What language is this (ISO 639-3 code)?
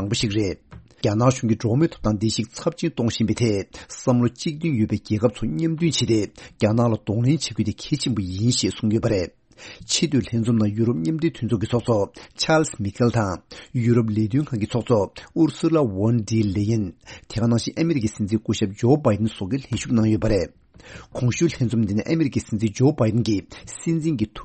bod